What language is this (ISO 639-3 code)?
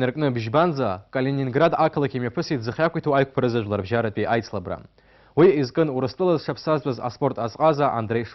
abk